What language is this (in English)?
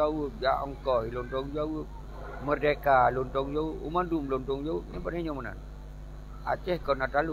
Achinese